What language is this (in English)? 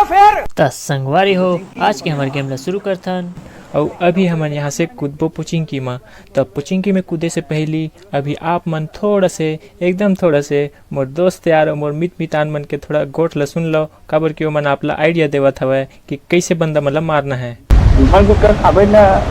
Chhattisgarhi